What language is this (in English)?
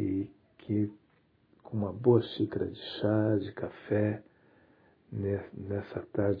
Portuguese